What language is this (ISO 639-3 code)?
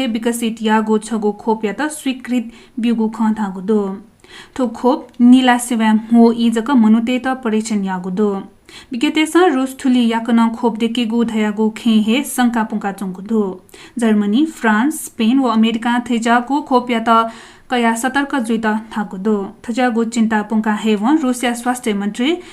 new